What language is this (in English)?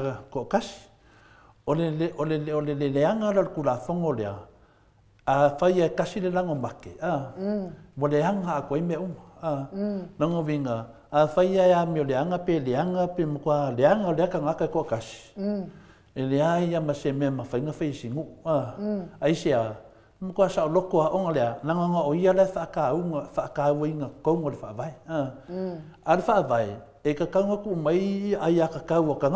Samoan